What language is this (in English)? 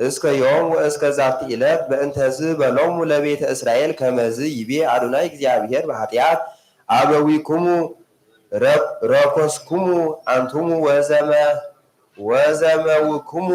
Geez